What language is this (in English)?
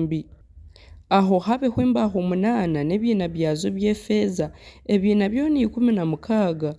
Nyankole